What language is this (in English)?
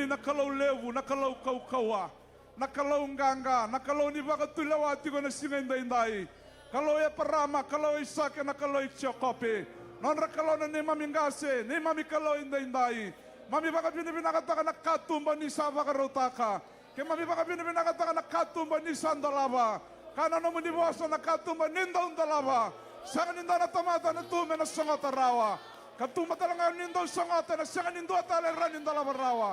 Fijian